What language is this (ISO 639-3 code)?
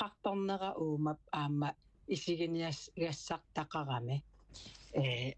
kal